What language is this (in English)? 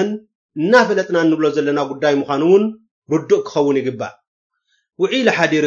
Tigrinya